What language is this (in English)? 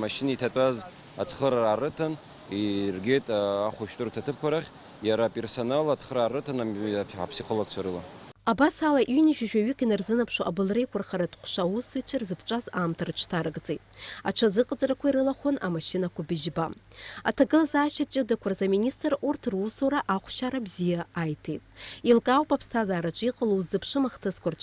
Abkhazian